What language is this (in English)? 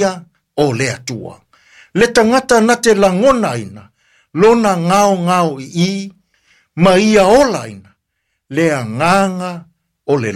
Samoan